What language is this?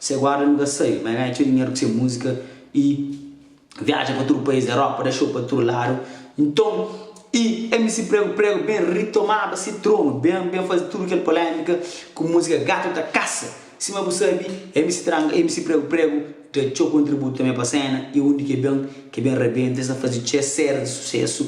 Kabuverdianu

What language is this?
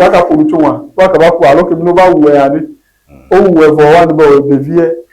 Ewe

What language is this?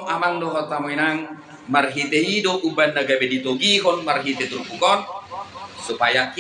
Batak Toba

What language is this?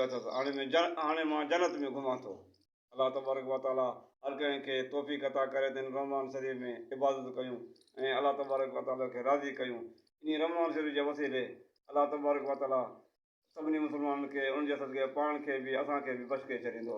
Sindhi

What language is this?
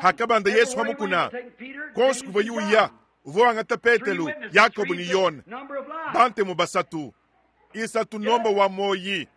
Luba-Lulua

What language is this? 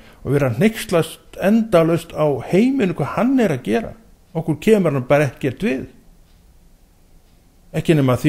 Icelandic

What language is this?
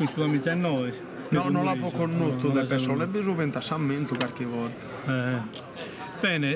Sardinian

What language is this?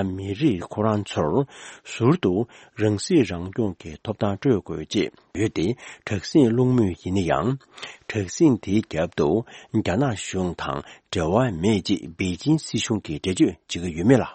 Tibetan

